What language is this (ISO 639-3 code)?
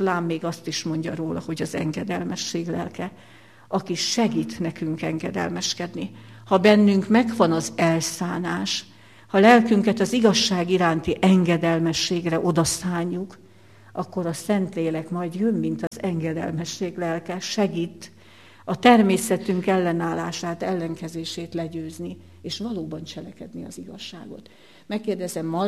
hun